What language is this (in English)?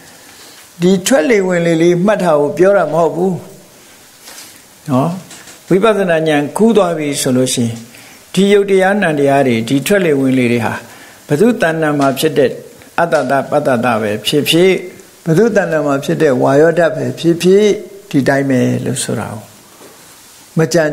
Burmese